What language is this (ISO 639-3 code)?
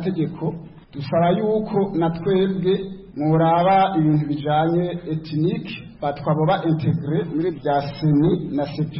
kin